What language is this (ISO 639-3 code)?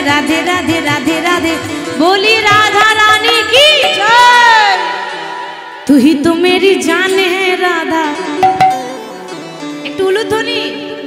ben